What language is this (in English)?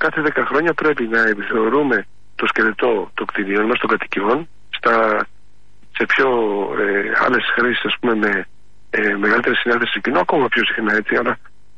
Greek